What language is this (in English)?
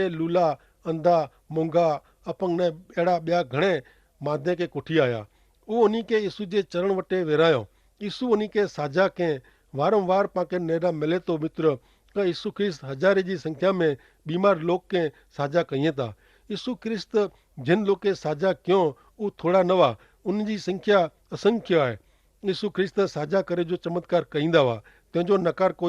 Kachhi